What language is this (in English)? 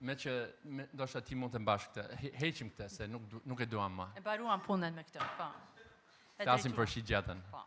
Albanian